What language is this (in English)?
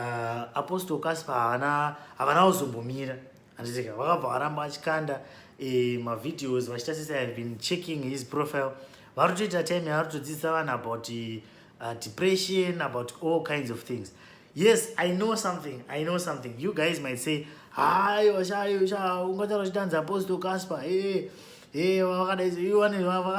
Shona